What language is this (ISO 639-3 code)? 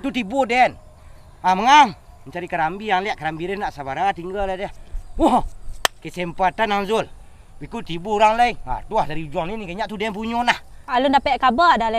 min